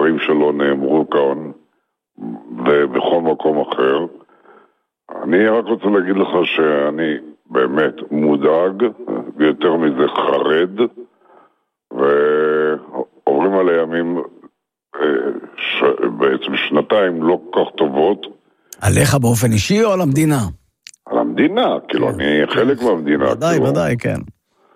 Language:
Hebrew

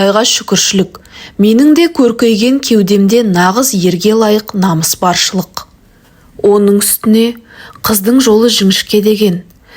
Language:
Kazakh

